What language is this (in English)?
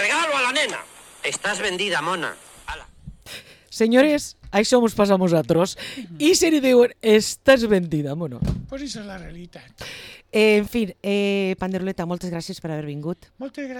Catalan